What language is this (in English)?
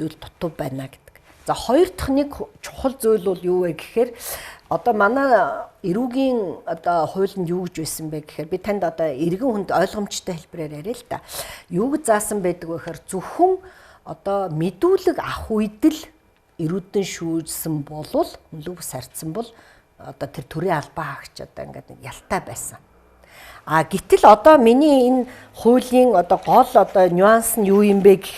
Mongolian